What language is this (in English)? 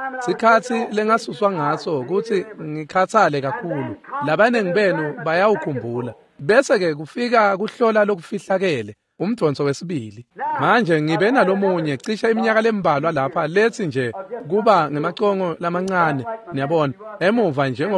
Swati